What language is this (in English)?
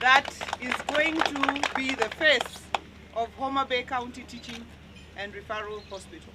Gusii